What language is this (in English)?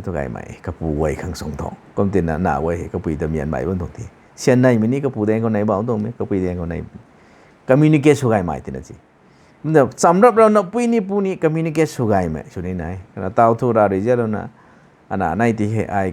Rongmei Naga